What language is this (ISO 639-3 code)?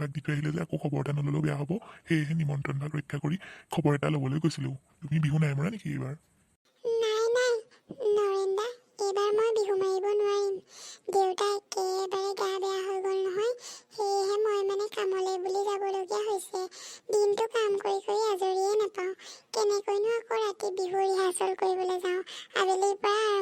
asm